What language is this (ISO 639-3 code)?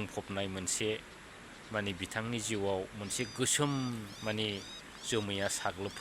brx